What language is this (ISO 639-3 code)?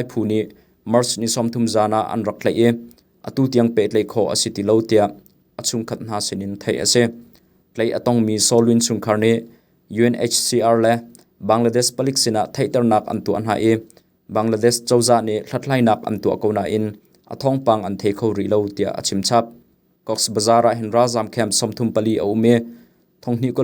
cnh